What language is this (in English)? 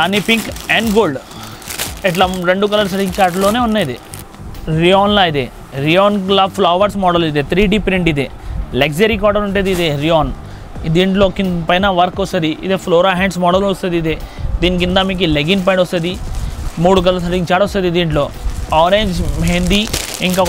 Telugu